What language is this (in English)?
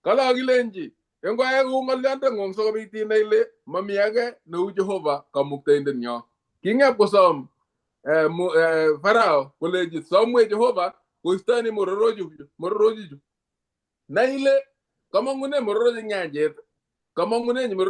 Kalenjin